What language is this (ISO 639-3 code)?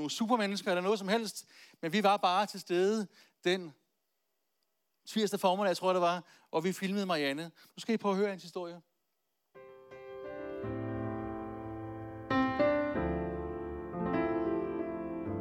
dan